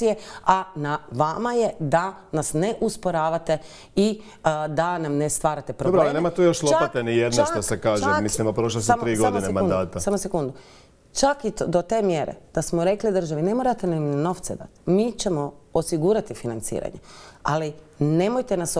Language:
Croatian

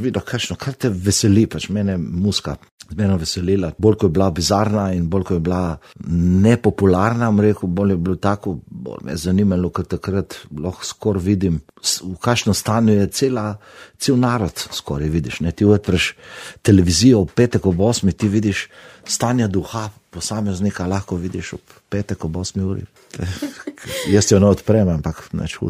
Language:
Slovenian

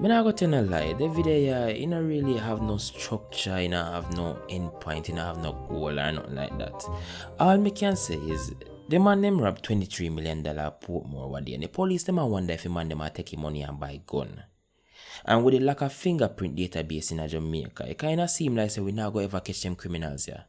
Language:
Jamaican Creole English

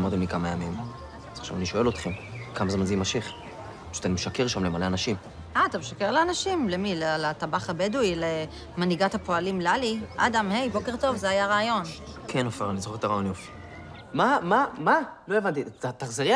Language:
Hebrew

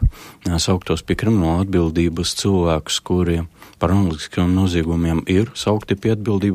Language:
Latvian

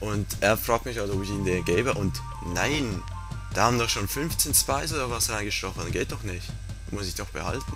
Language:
Swiss German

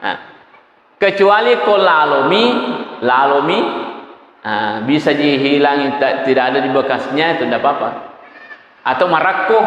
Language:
Buginese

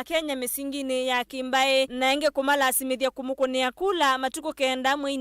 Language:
Kamba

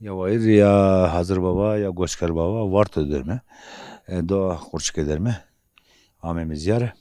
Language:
Zaza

